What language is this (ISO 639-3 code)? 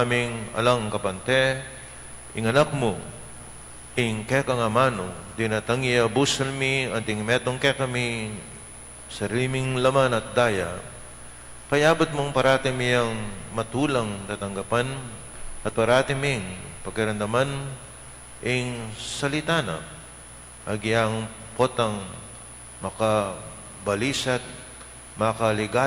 pam